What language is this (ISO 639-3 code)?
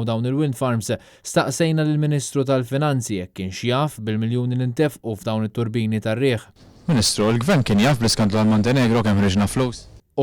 mlt